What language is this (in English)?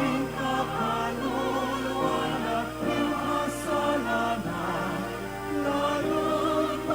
Pampanga